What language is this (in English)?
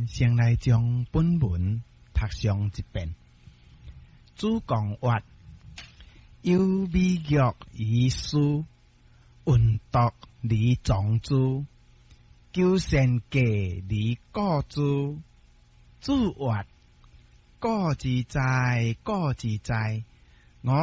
Min Nan Chinese